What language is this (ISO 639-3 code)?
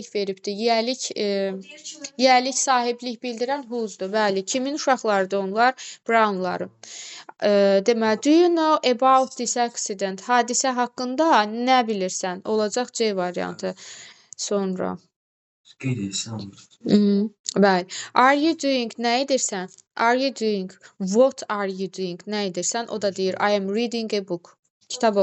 aze